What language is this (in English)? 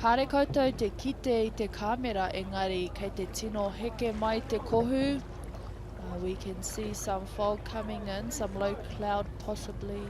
Māori